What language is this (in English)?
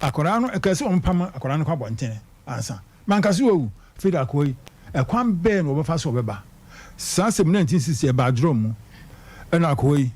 Akan